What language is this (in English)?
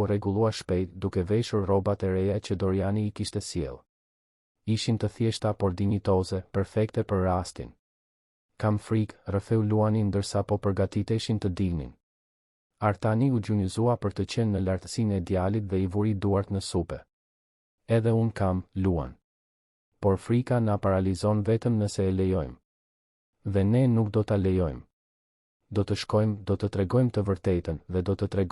Albanian